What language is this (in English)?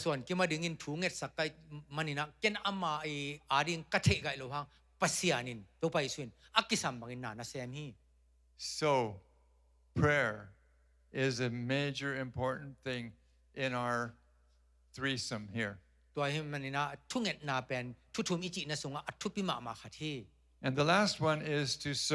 Tedim Chin